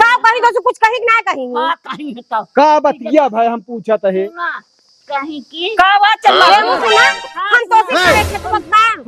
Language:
Awadhi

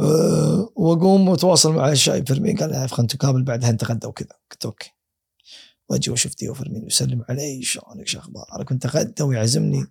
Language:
Gulf Arabic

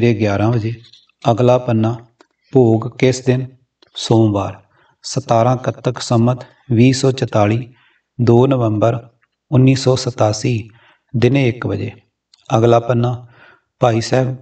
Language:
Punjabi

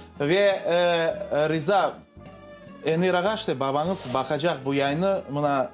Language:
Crimean Tatar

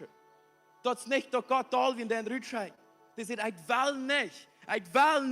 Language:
Plautdietsch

